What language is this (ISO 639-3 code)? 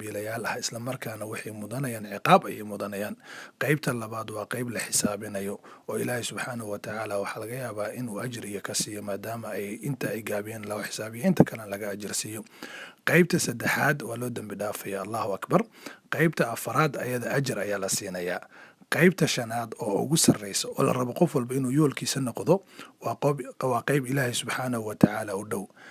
som